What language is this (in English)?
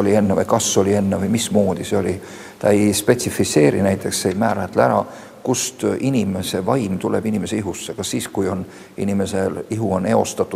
Estonian